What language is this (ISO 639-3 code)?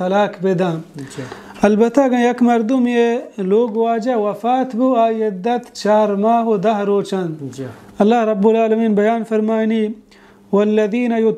bal